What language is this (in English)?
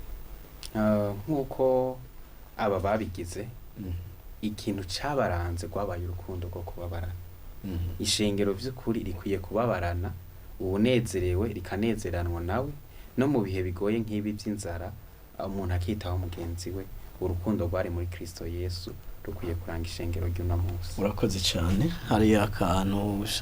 Rundi